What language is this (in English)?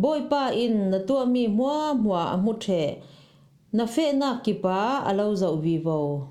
Falam Chin